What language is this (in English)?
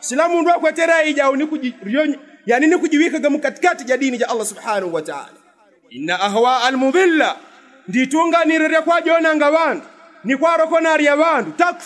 Yao